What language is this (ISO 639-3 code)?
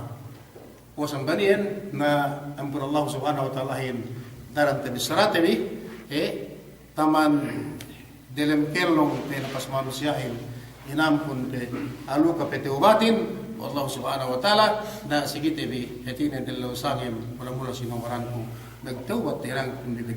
yka